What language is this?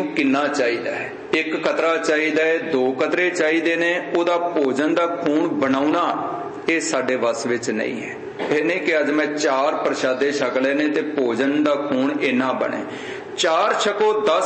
Punjabi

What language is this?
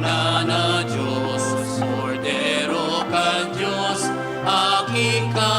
Bikol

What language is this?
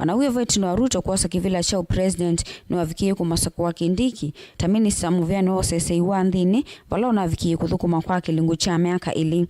Kamba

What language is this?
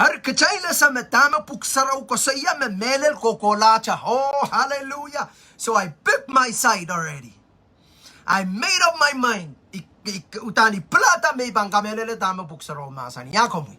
Pohnpeian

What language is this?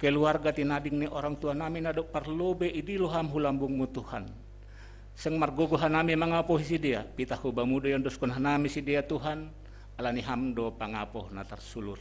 Batak Simalungun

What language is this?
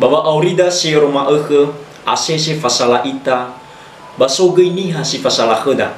Nias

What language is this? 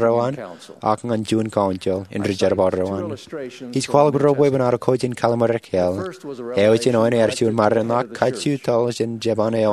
Marshallese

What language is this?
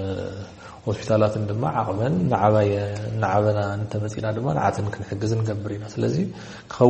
Tigrinya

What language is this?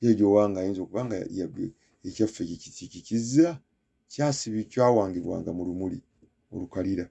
Ganda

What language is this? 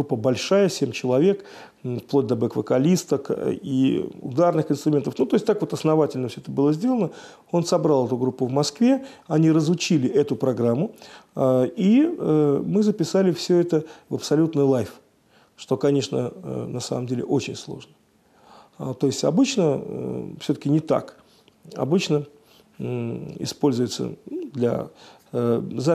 Russian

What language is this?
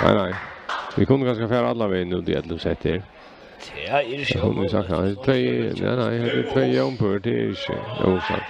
Faroese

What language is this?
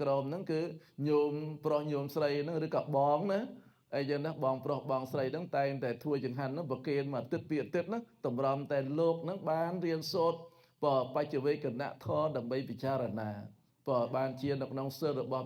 Khmer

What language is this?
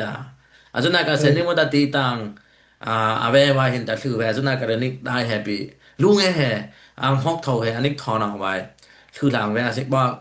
Dimasa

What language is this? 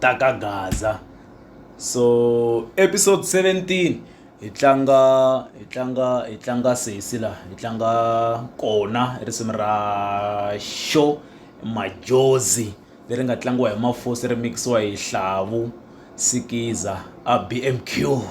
Tsonga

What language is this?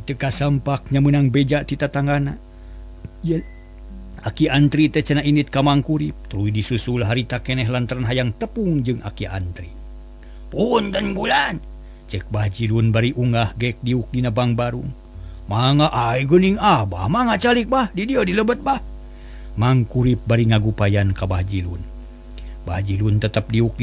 Sundanese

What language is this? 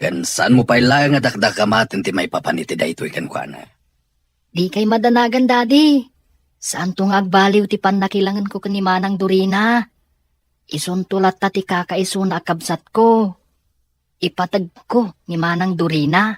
Iloko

